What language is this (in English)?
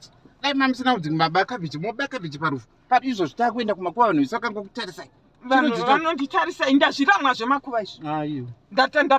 Shona